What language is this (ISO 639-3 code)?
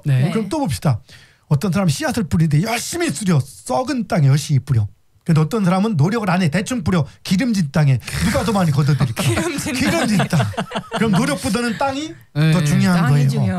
kor